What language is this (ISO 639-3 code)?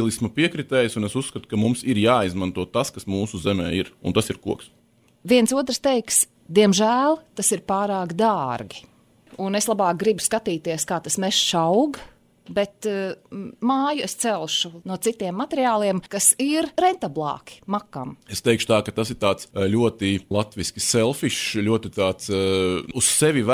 lav